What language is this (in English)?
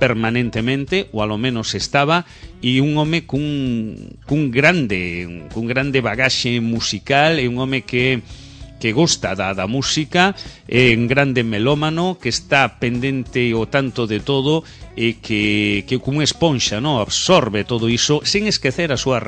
Galician